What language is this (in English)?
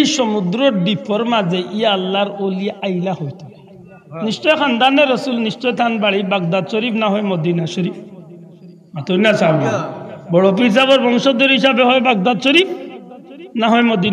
Sylheti